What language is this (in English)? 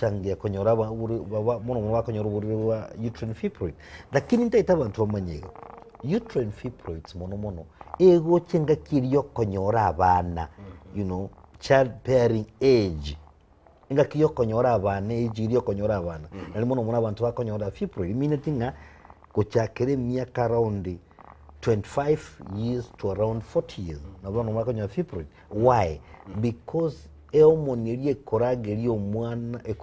Gusii